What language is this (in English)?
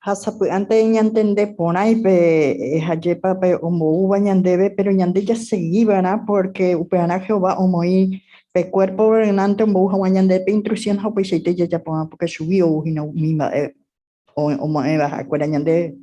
Guarani